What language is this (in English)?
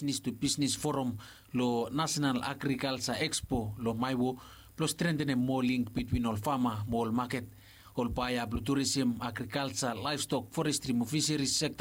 Bislama